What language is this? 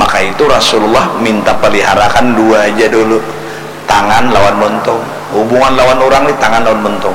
Banjar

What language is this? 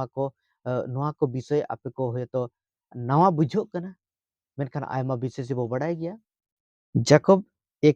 Santali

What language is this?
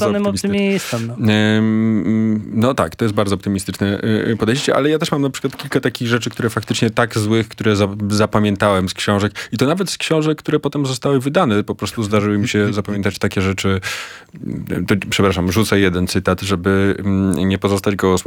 Polish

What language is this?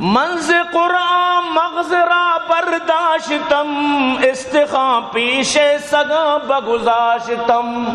Baluchi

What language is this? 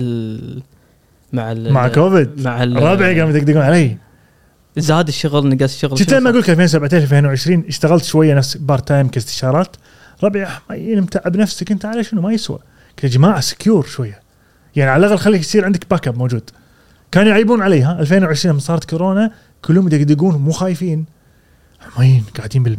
Gulf Arabic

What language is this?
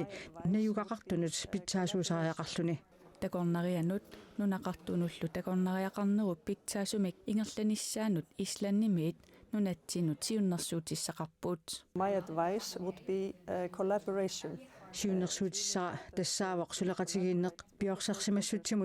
Kalaallisut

